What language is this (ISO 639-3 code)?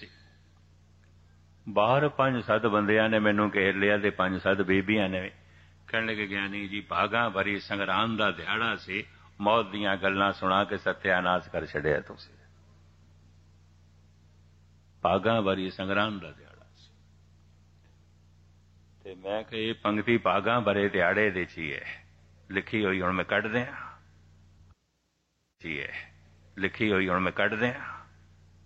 pan